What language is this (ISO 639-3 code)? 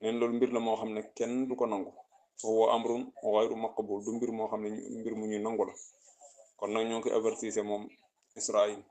wol